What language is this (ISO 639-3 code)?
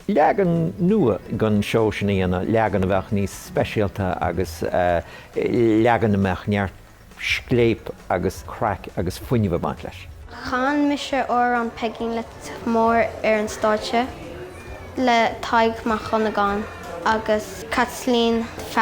gle